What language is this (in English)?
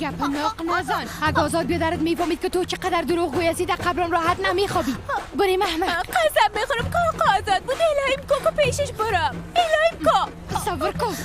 Persian